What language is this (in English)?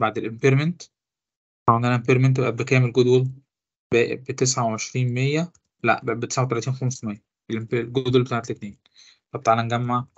Egyptian Arabic